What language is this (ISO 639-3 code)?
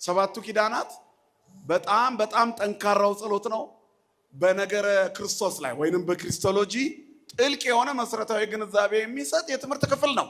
amh